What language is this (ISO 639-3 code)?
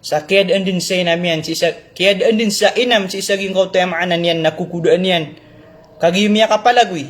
mrw